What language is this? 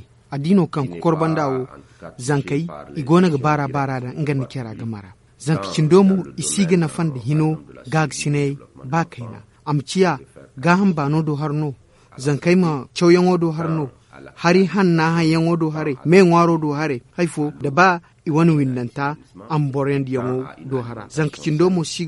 Zarma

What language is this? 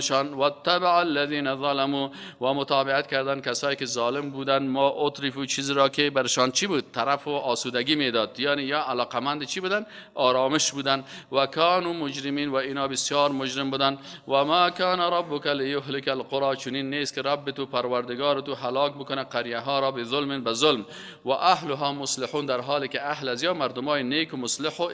Persian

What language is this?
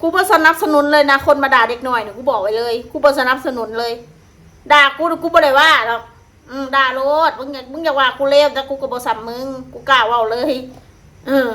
Northeastern Thai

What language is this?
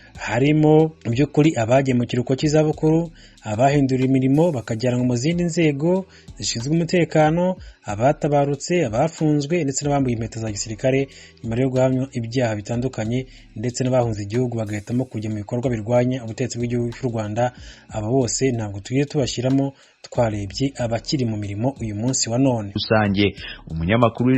Kinyarwanda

